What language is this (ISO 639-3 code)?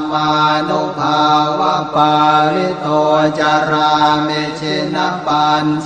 pli